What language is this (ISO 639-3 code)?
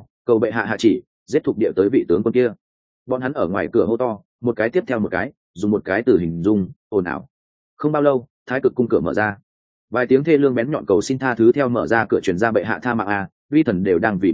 vie